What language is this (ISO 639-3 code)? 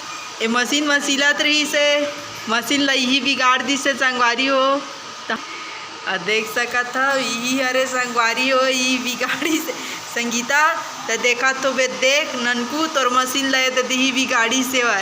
hne